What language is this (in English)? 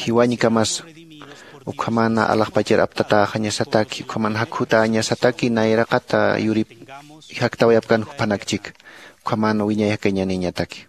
Aymara